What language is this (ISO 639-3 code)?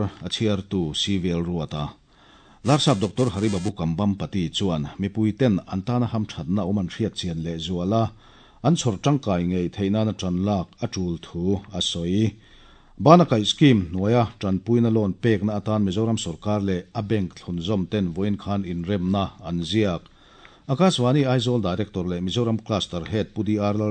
lus